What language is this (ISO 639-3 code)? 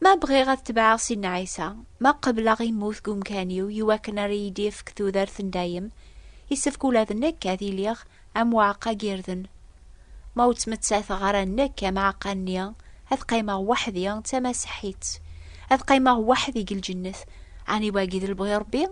kab